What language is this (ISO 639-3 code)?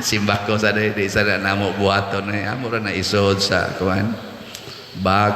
ceb